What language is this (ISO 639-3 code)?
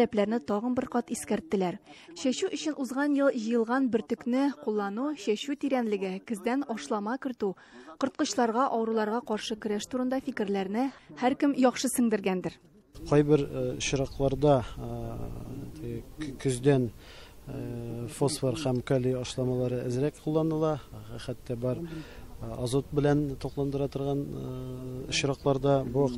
tat